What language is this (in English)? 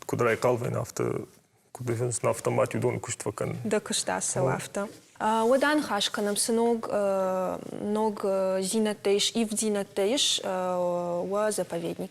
Ossetic